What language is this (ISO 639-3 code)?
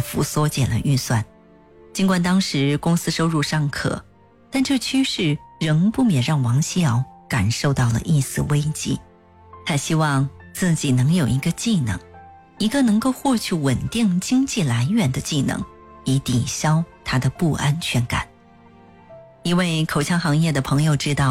zho